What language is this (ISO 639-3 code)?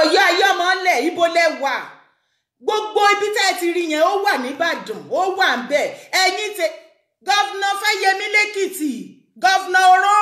yor